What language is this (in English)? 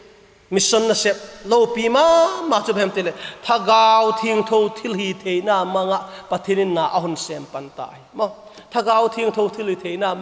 Vaiphei